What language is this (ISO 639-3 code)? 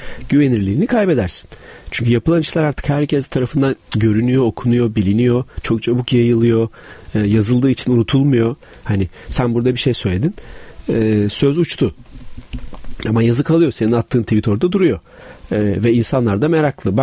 tur